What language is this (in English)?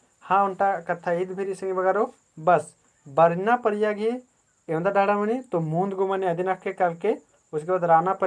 Kurukh